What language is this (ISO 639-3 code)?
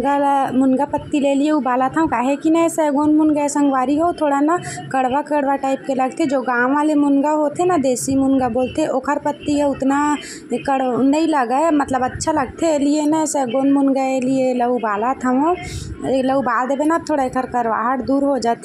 hne